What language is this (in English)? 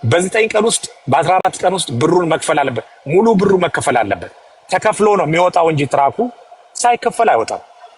Amharic